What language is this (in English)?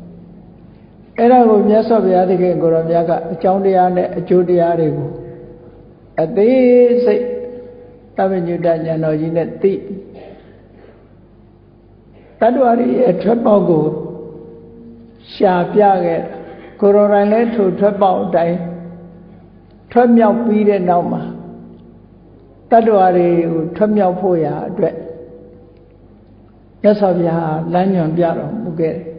Burmese